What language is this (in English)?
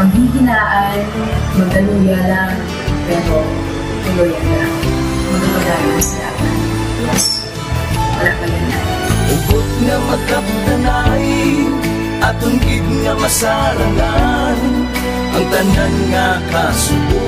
Hiligaynon